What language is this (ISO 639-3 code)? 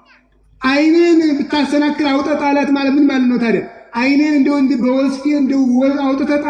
amh